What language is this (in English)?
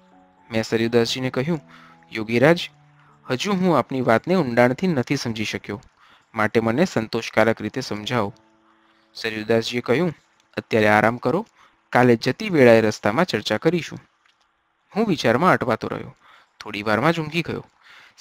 Gujarati